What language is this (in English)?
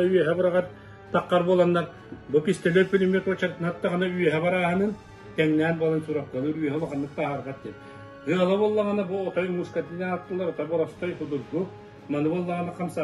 Yakut